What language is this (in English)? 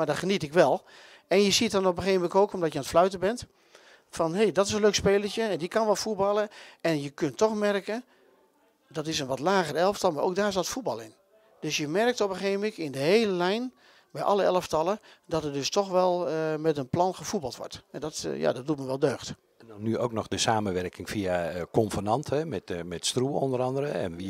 Dutch